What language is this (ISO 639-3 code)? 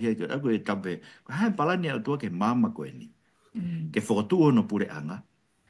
ton